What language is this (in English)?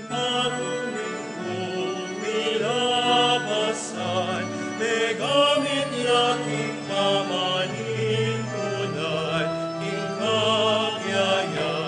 Pampanga